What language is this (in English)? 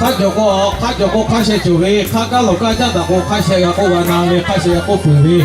Lahu